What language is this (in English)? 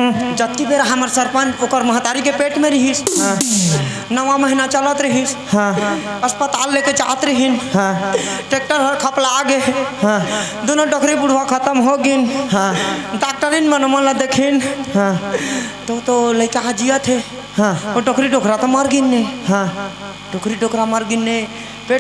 Chhattisgarhi